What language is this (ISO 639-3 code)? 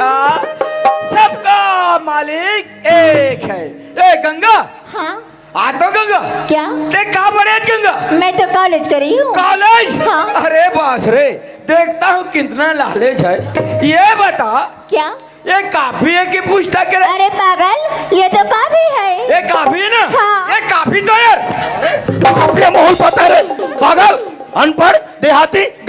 hne